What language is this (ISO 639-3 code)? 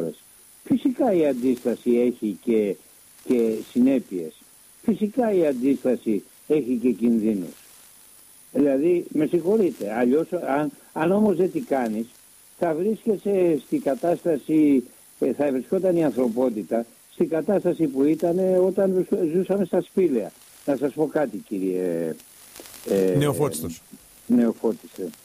ell